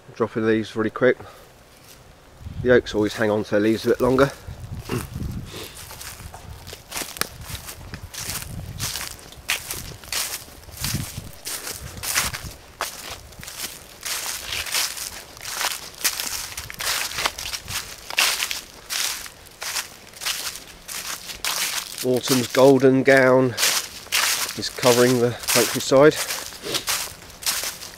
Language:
English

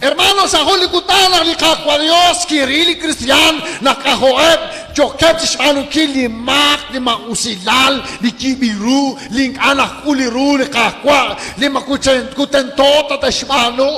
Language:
Kekchí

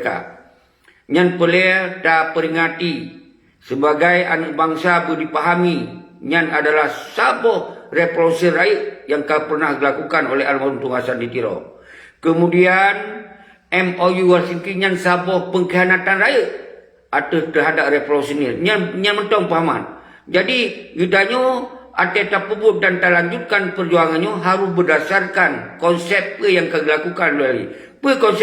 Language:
Achinese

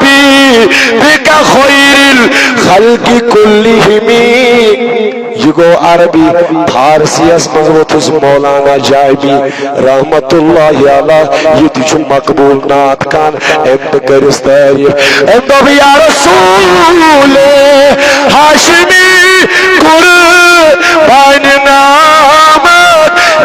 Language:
Kashmiri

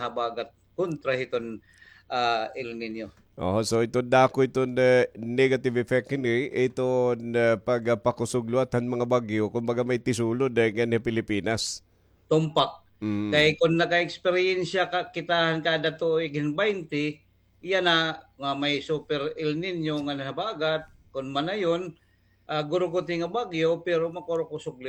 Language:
Waray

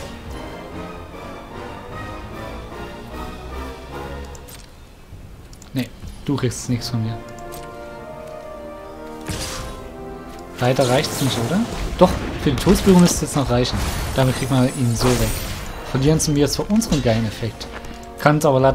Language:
German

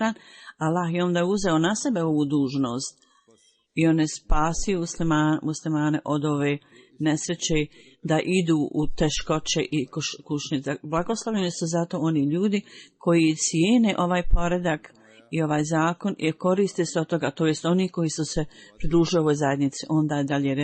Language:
Bosnian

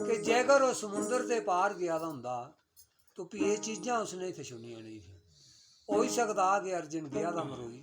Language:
Dogri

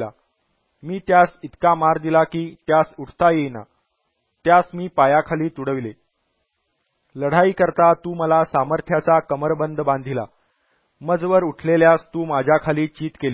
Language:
Marathi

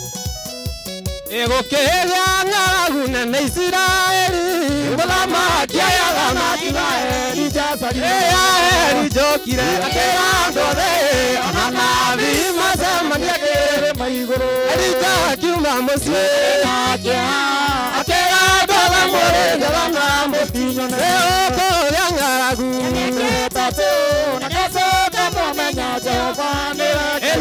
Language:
Kikuyu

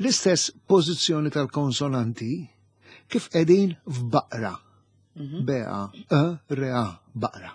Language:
Maltese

